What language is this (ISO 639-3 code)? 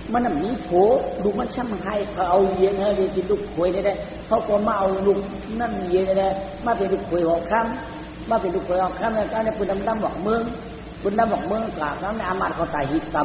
shn